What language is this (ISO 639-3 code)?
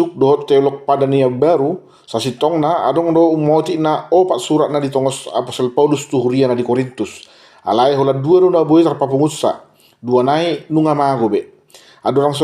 bbc